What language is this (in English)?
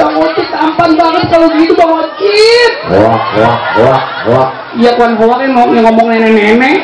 Betawi